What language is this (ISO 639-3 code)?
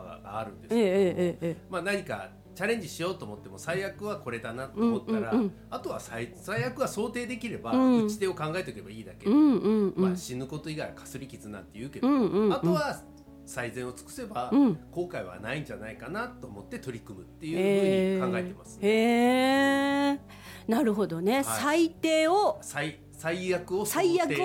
jpn